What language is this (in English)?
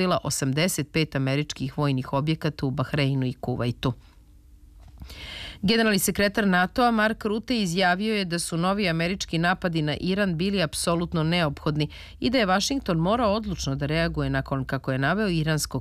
Serbian